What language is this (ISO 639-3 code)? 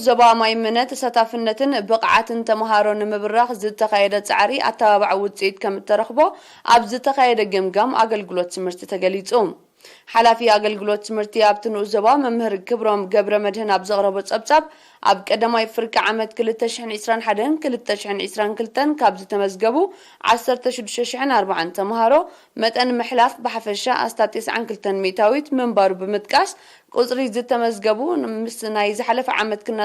tir